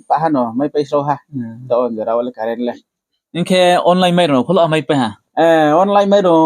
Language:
Riang (India)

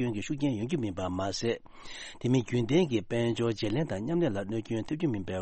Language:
Tibetan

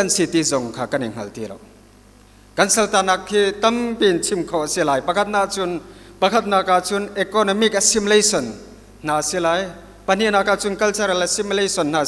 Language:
Hakha Chin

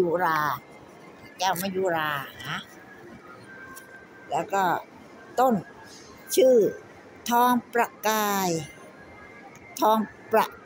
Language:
Thai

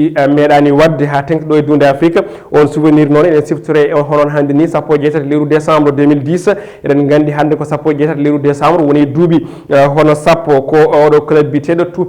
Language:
Fula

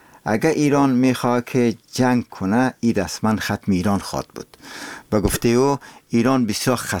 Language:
Persian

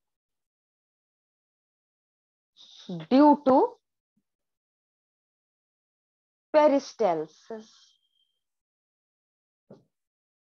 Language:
Hindi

